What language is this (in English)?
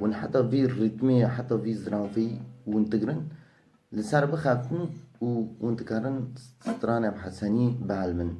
Kurdish